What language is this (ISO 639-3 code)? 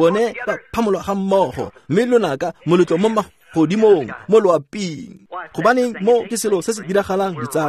tsn